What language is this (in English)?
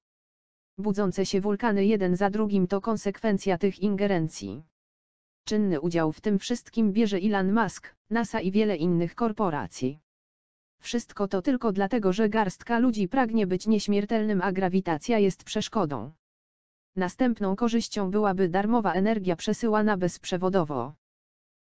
Polish